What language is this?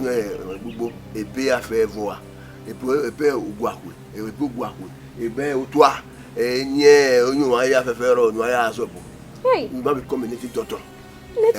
Bini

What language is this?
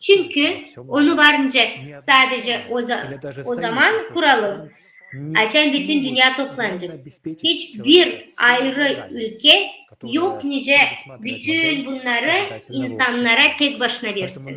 Gagauz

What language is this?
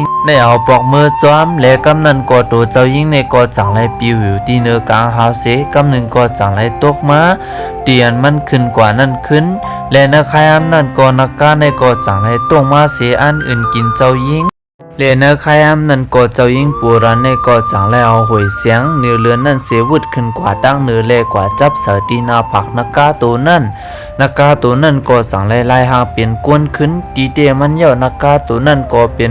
Shan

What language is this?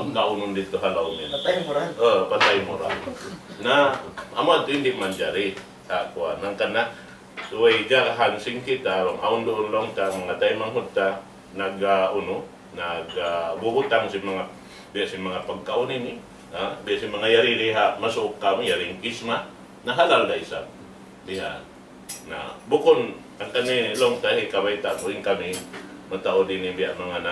Tausug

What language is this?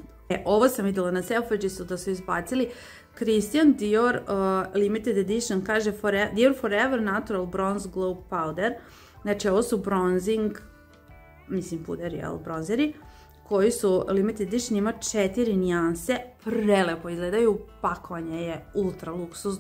Croatian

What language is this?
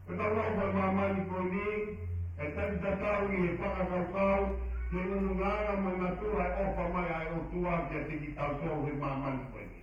Tongan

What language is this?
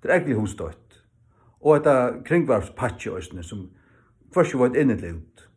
Faroese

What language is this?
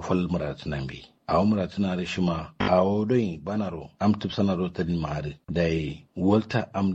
Kanuri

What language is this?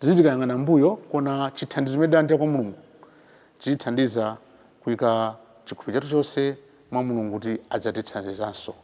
Nyanja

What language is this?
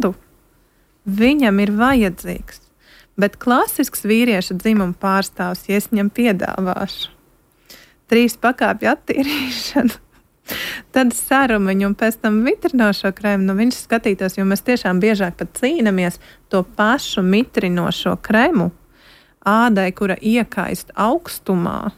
Latvian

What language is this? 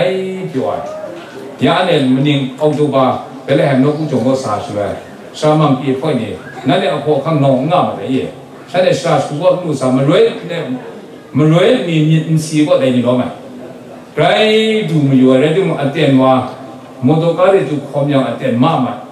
Kachin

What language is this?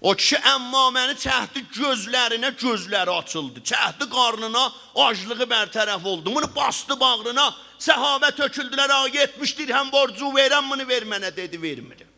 South Azerbaijani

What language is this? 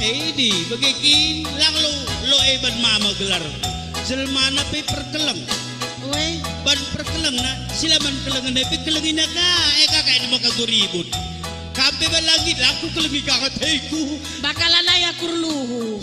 Batak Karo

